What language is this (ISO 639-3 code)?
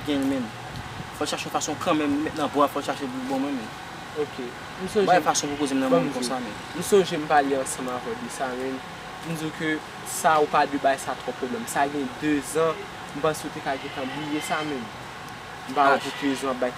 hat